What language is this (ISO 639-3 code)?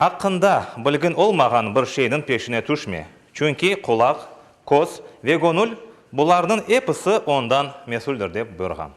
crh